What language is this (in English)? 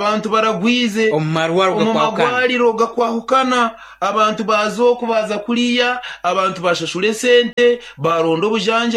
Nyankole